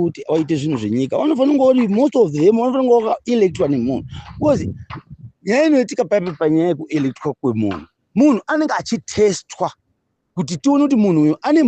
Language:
Shona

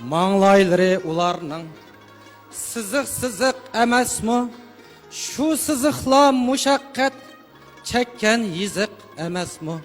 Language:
Uyghur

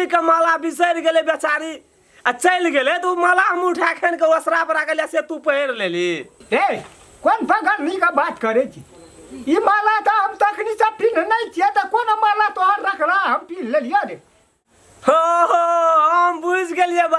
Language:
Maithili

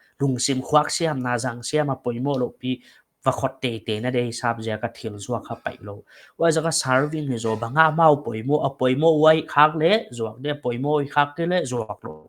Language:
Paite Chin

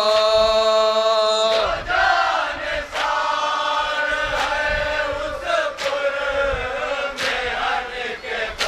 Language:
Hindi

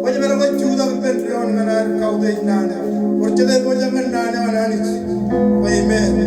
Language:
Marshallese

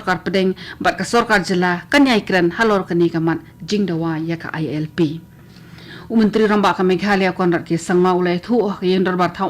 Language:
Khasi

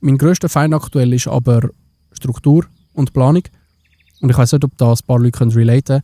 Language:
Swiss German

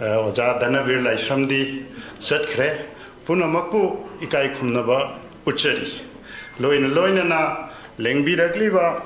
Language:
Manipuri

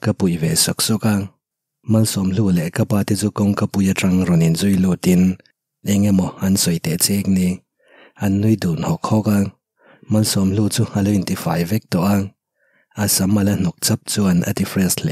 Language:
Mizo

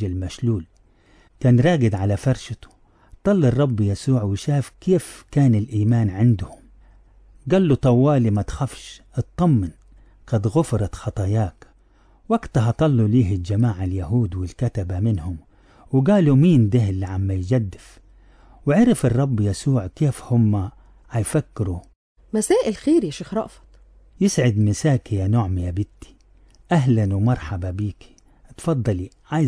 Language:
Egyptian Arabic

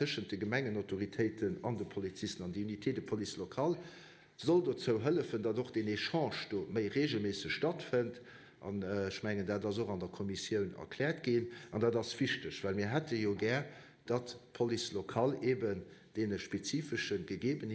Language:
Luxembourgish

